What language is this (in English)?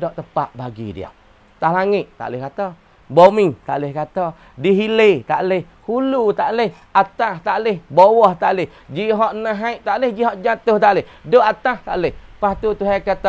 Malay